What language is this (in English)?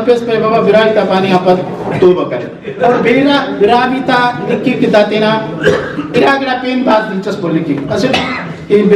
Brahui